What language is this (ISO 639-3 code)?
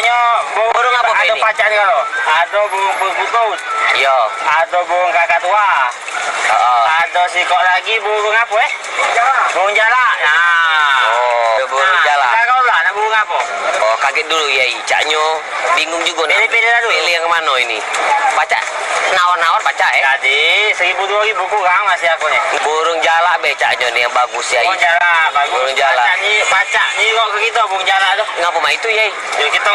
mui